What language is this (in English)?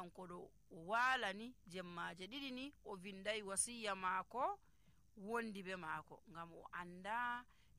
Nigerian Fulfulde